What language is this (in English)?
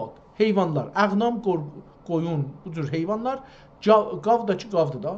South Azerbaijani